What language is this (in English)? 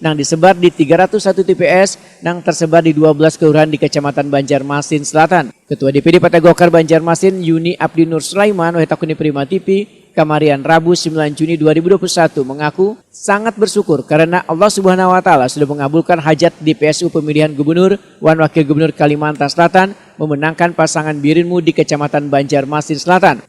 Banjar